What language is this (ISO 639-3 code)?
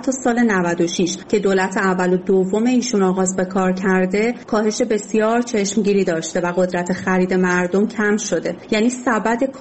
fas